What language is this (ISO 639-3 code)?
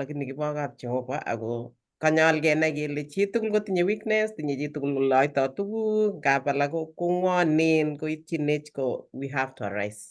kln